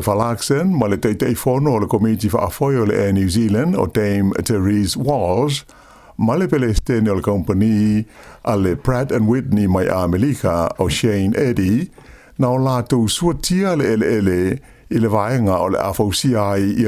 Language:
Samoan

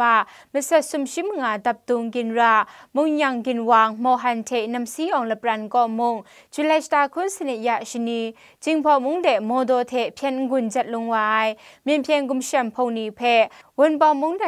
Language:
Kachin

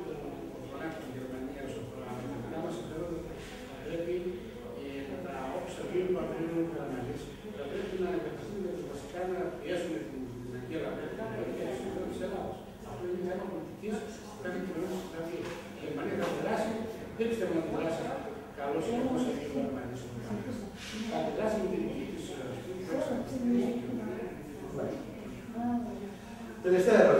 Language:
Greek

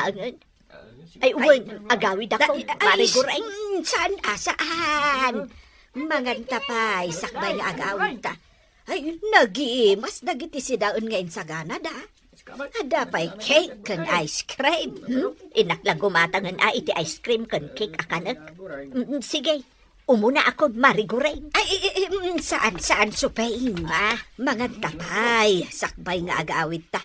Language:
Iloko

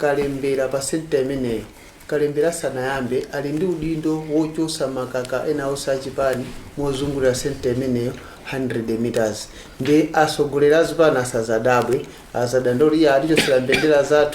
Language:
Nyanja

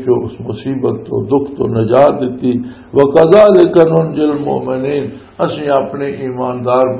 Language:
Western Panjabi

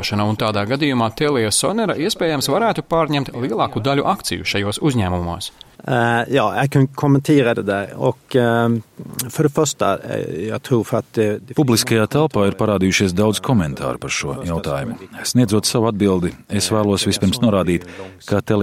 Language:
Latvian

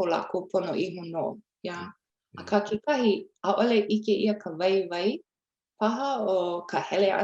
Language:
Hawaiian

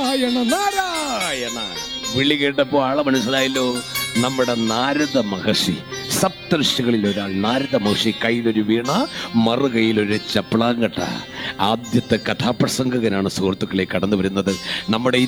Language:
Malayalam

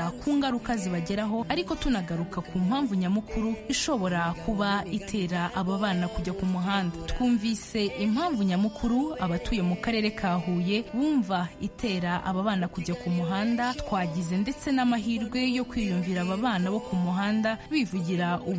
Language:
Kinyarwanda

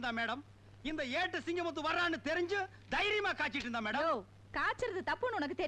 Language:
Tamil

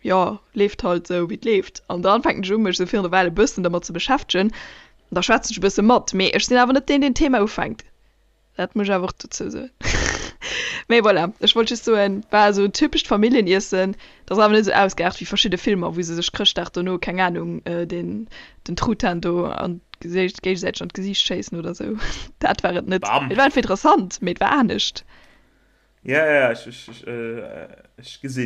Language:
Luxembourgish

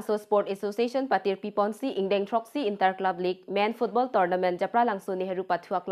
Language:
Karbi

